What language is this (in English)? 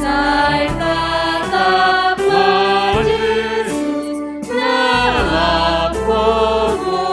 Batak Simalungun